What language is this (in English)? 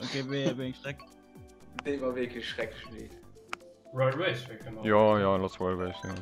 Luxembourgish